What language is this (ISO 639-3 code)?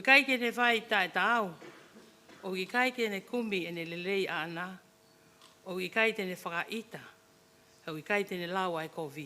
ton